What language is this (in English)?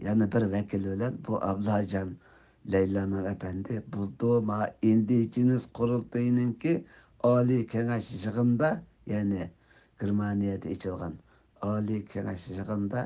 Uyghur